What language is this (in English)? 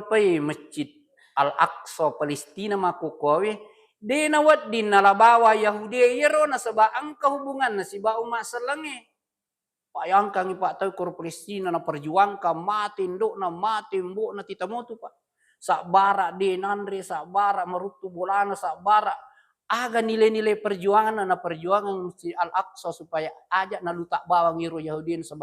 Buginese